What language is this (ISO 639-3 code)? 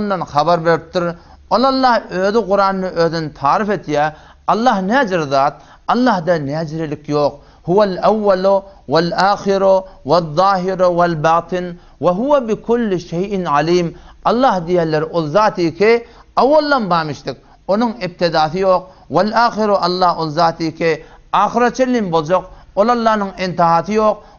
tuk